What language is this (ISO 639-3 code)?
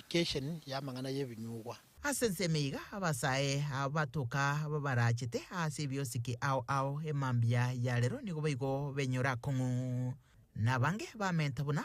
guz